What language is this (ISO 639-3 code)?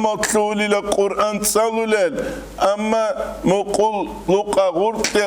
ava